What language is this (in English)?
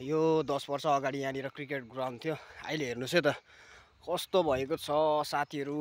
Nepali